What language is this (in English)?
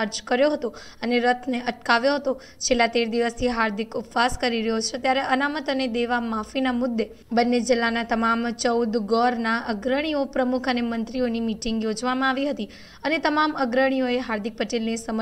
Gujarati